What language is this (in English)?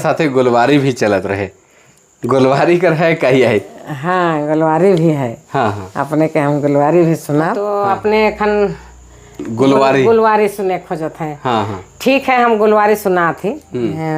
Sadri